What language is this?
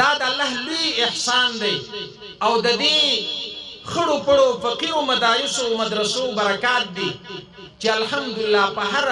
Pashto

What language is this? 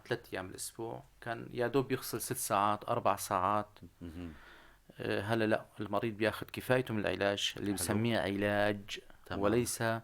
North Levantine Arabic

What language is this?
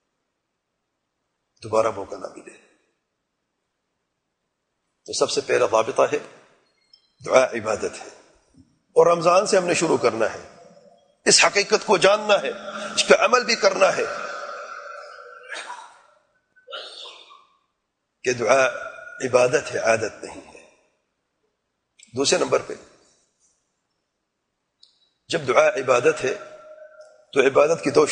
Urdu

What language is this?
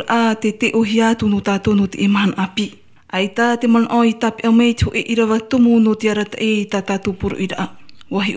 Tahitian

